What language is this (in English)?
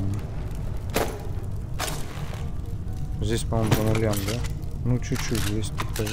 Russian